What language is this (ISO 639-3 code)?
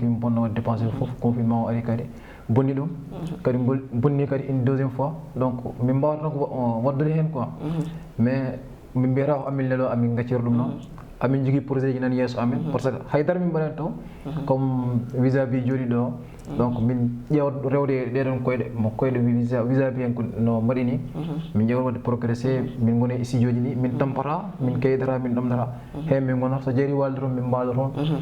ful